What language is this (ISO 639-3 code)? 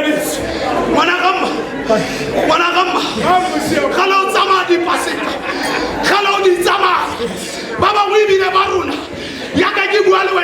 tsn